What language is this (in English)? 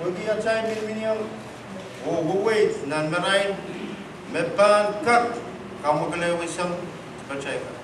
Pohnpeian